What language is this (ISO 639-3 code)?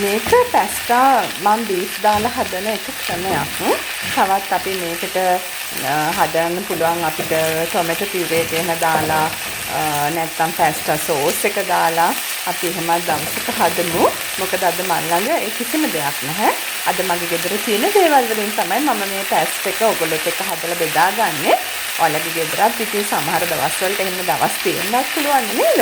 sin